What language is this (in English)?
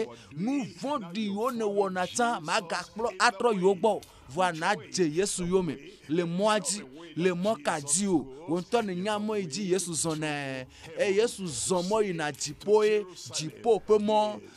Ewe